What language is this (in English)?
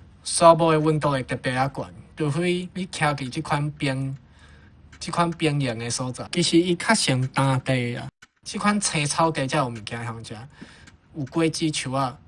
Min Nan Chinese